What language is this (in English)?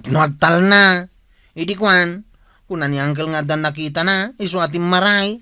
Iloko